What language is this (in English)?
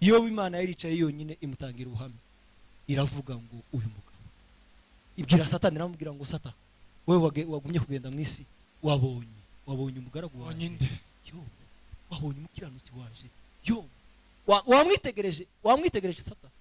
Kinyarwanda